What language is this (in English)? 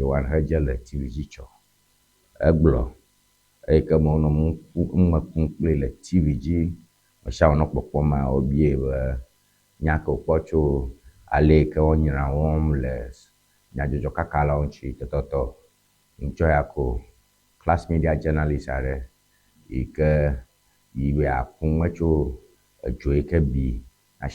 Ewe